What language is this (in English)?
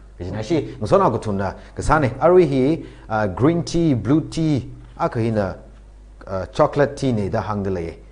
Tangkhul Naga (India)